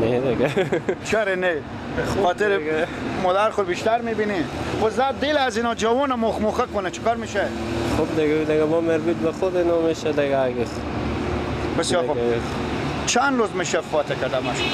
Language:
Persian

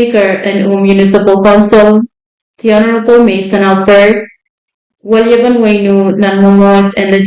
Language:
Pohnpeian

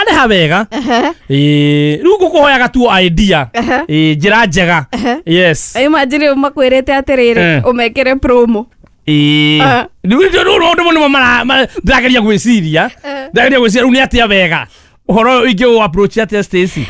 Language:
Kikuyu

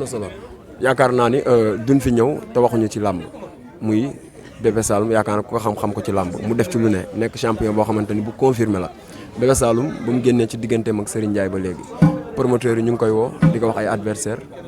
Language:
Wolof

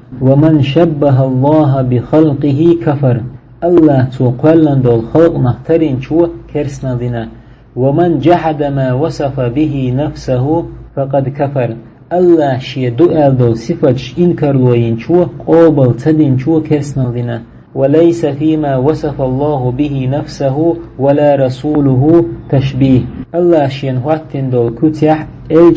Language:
Chechen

